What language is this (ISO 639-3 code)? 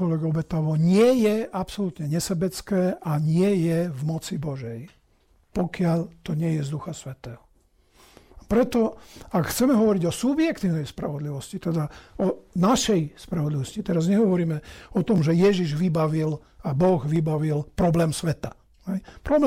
slk